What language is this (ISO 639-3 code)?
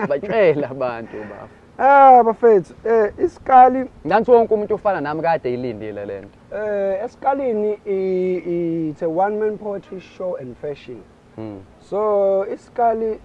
zul